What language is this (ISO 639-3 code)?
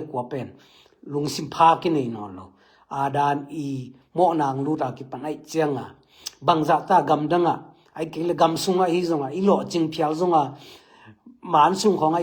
ctd